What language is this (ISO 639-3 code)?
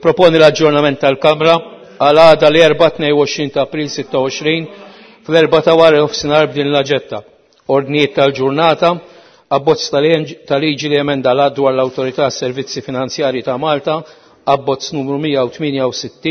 mlt